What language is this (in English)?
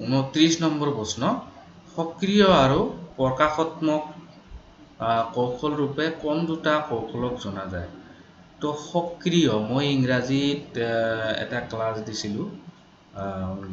Assamese